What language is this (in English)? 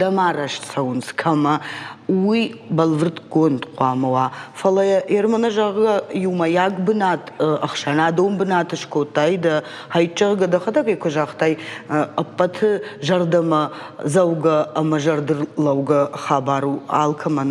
Ossetic